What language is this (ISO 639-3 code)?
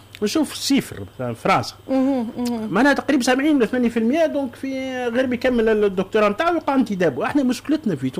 aeb